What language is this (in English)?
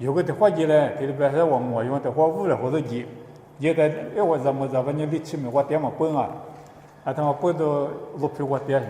Lisu